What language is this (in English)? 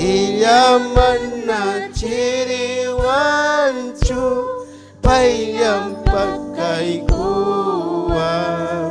Ayacucho Quechua